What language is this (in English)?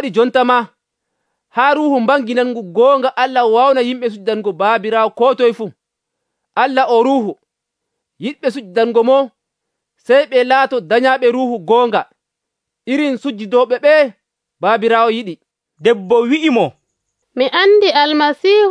Nigerian Fulfulde